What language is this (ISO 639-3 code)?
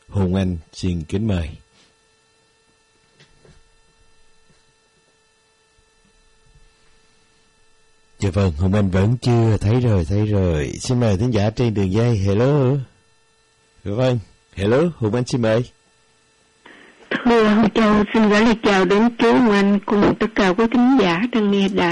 vie